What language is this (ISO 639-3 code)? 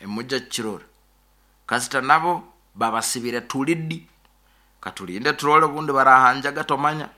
nyo